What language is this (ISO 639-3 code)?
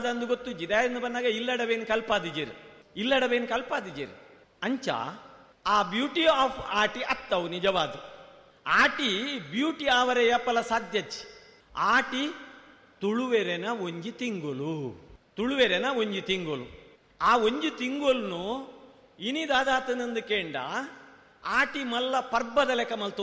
tcy